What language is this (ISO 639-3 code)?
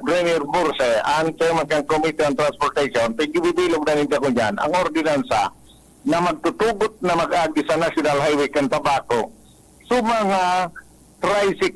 bik